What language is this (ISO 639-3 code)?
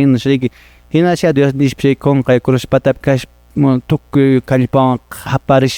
que